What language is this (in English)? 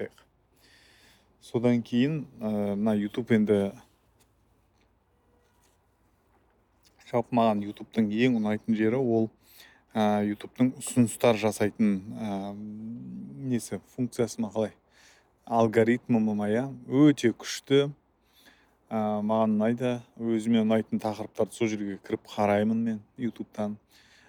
Kazakh